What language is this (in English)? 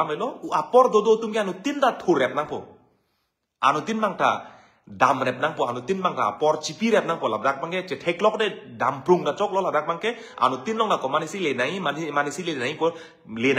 Karbi